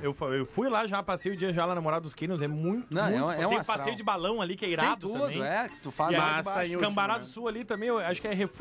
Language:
Portuguese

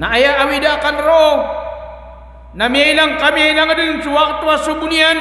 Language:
Maranao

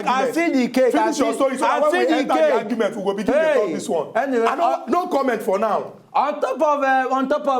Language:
Nigerian Pidgin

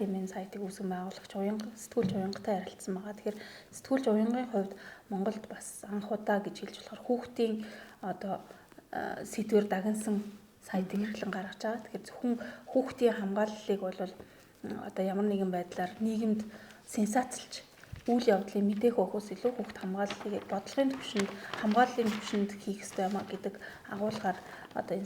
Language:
Mongolian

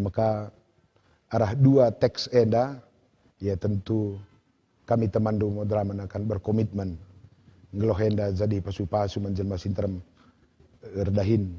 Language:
Batak Karo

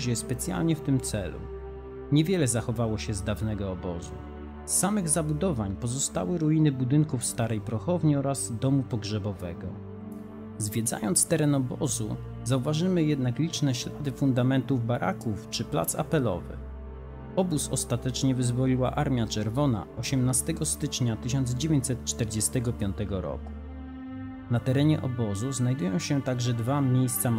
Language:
Polish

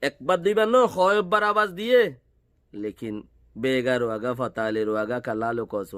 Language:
Rohingya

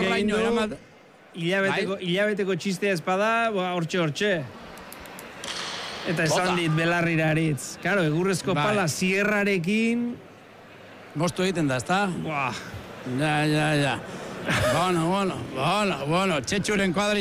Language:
Basque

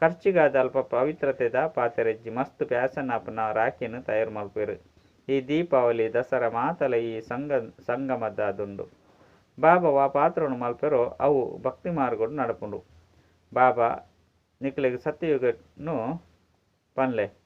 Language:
Tulu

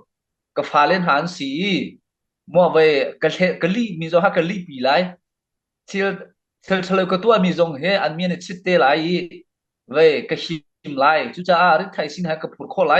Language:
Hakha Chin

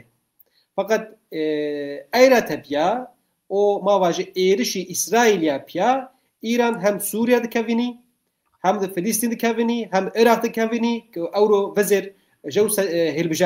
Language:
Zaza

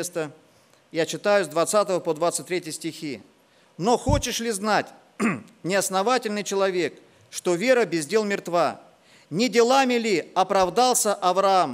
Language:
Russian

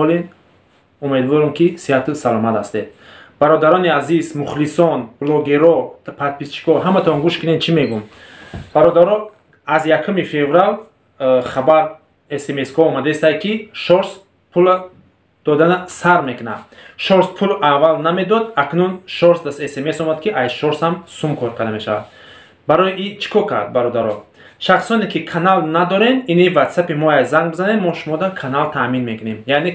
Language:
Tajik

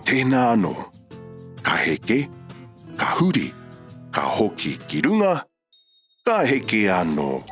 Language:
Māori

